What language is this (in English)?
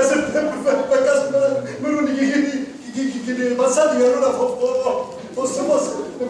Sicilian